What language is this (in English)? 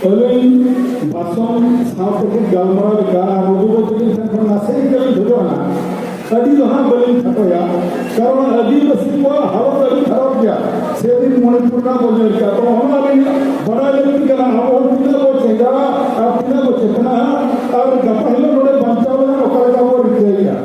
Santali